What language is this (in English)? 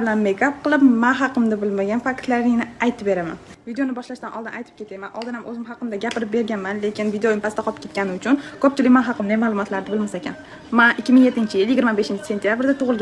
Uzbek